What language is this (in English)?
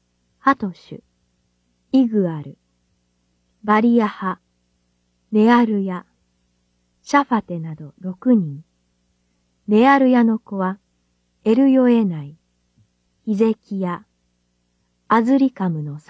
Japanese